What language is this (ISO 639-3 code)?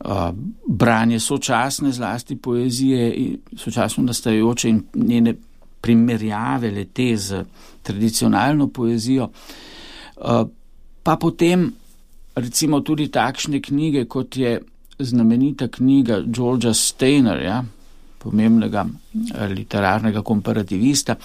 slv